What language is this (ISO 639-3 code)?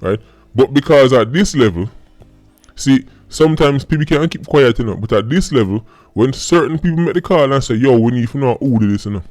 jam